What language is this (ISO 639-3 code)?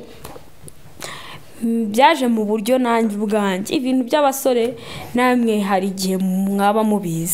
kin